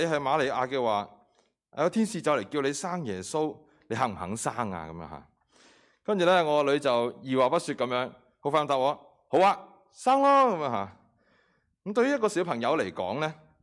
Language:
Cantonese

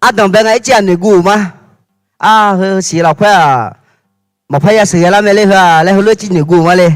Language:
Akha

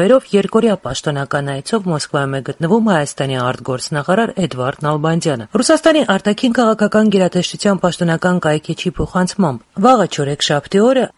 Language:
Armenian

